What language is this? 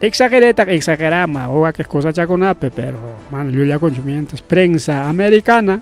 Ayacucho Quechua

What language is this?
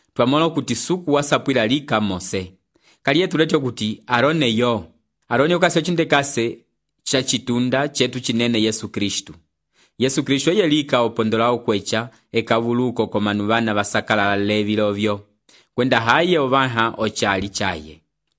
Umbundu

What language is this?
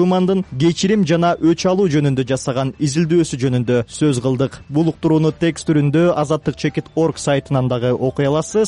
Kyrgyz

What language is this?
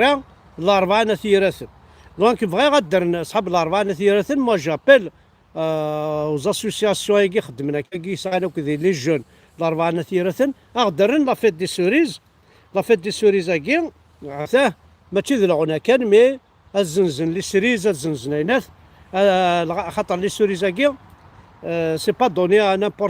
Kabyle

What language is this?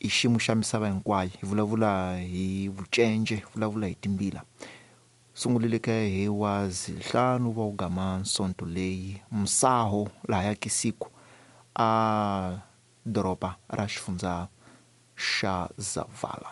Tsonga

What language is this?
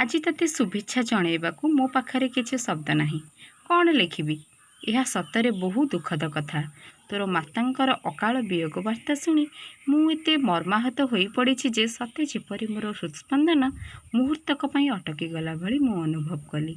Odia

